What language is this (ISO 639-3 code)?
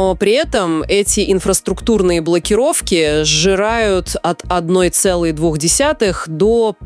rus